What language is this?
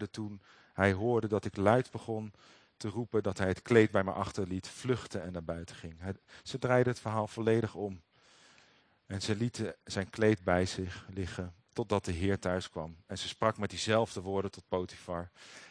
Dutch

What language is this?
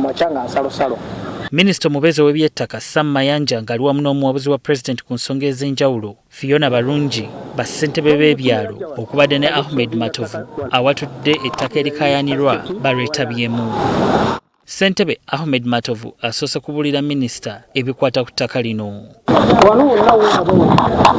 Ganda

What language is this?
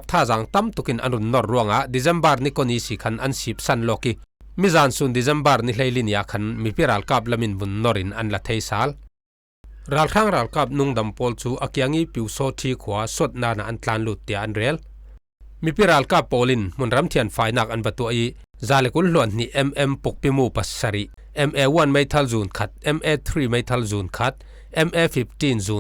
Falam Chin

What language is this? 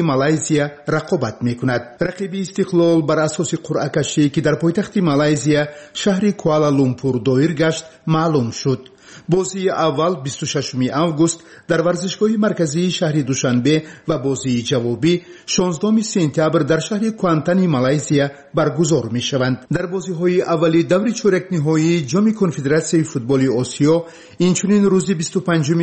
Tajik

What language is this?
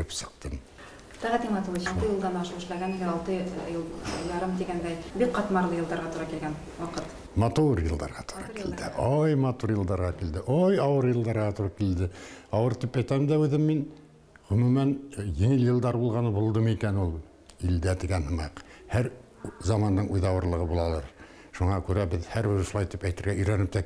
Bashkir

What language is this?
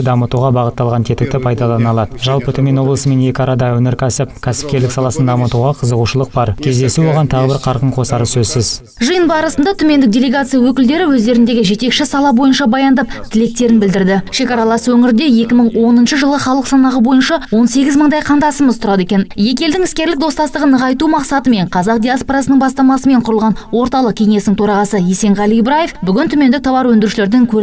Kazakh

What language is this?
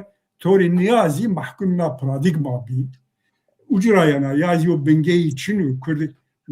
Zaza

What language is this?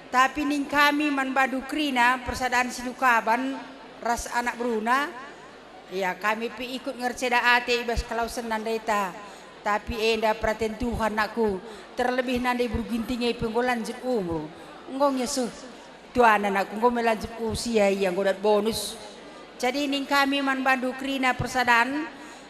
Batak Karo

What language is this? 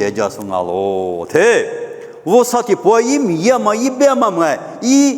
Lisu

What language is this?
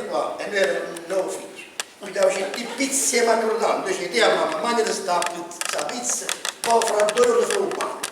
Neapolitan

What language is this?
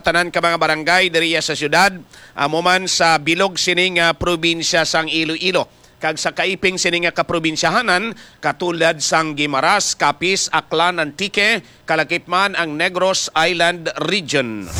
Hiligaynon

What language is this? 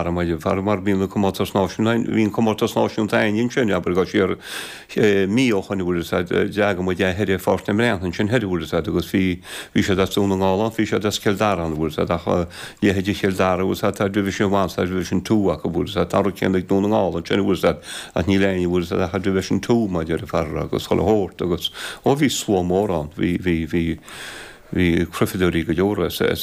Irish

